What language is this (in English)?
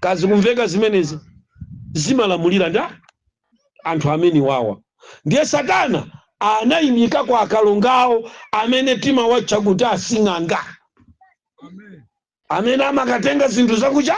Nyanja